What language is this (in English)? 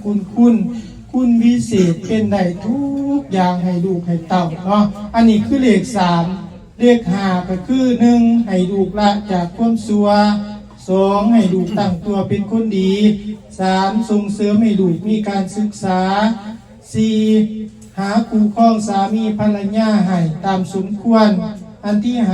Lao